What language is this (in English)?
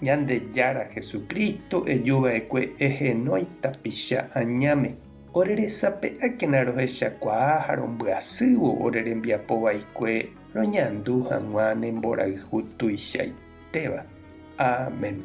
Guarani